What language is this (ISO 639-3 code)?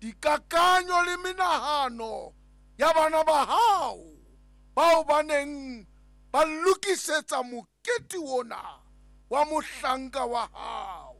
sot